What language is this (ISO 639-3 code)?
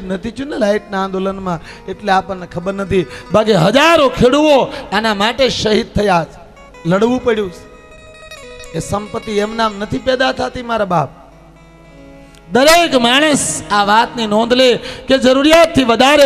guj